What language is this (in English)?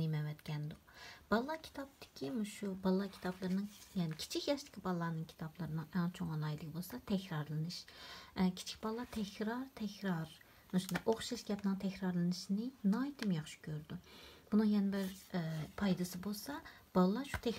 Uyghur